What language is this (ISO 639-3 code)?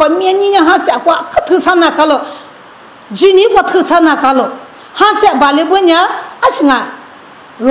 lis